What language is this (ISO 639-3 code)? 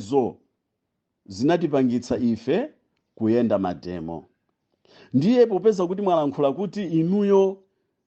nya